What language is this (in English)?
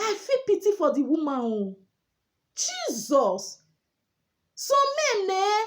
Nigerian Pidgin